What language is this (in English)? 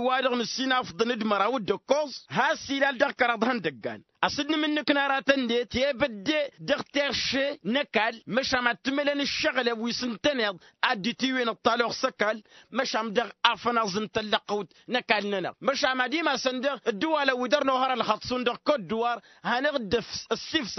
Tamasheq